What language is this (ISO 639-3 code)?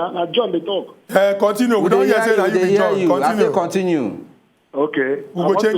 pcm